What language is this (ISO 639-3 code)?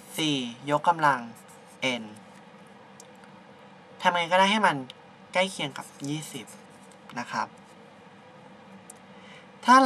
tha